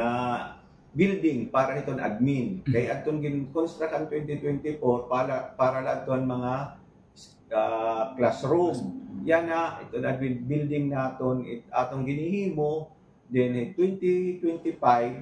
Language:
Waray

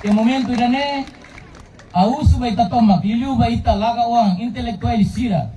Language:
Tetum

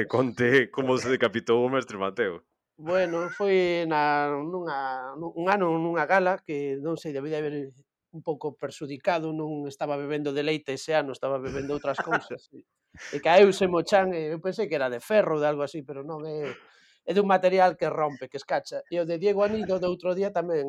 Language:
Galician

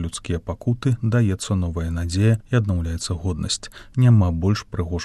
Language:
Belarusian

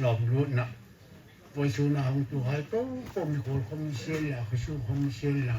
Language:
Hmar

